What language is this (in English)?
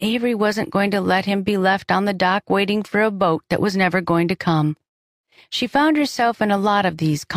English